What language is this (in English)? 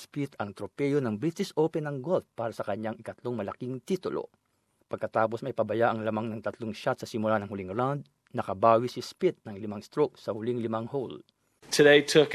Filipino